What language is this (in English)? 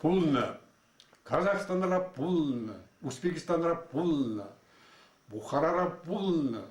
Chuvash